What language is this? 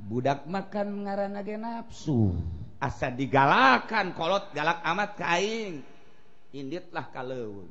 Sundanese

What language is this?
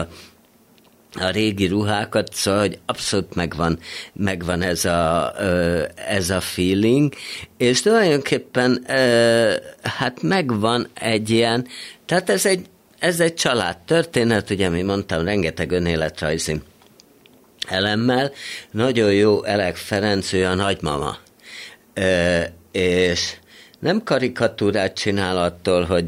Hungarian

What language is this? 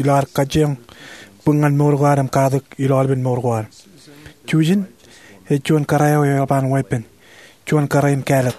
Marshallese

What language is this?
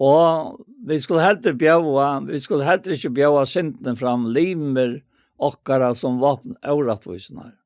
Faroese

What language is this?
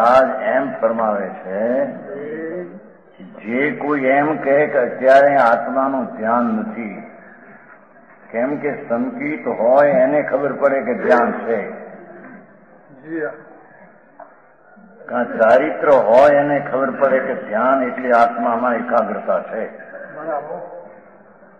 Gujarati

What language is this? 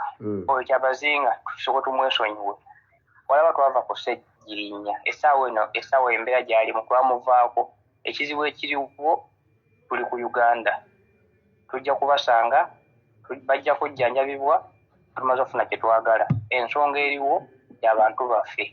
Ganda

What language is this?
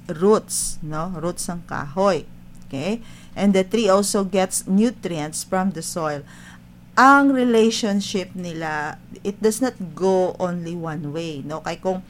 Hiligaynon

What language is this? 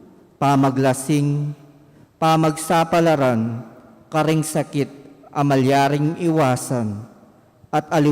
Pampanga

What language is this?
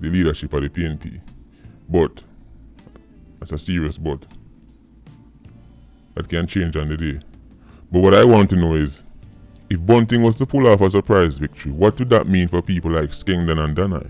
Jamaican Creole English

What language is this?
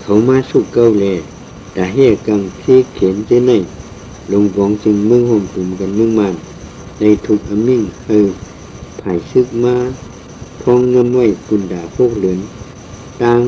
Shan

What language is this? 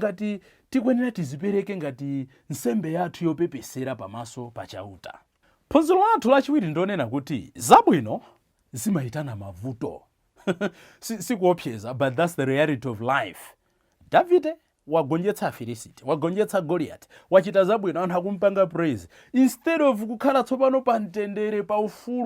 Nyanja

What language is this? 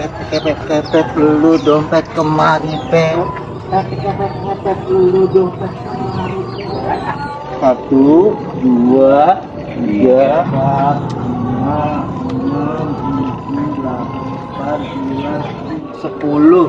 Betawi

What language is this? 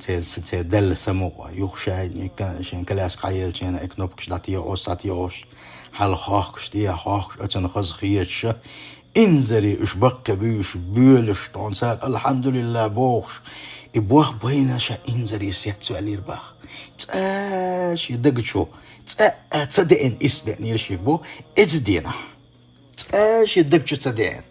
Chechen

